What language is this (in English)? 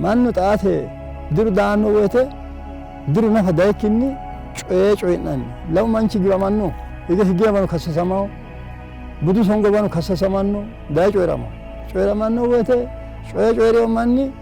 Sidamo